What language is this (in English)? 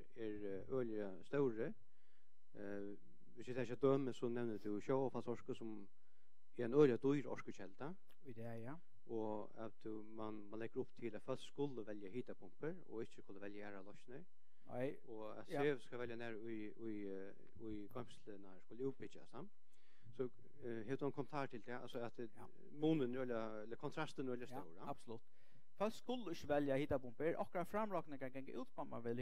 Faroese